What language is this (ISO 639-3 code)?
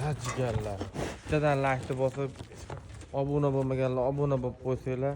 uzb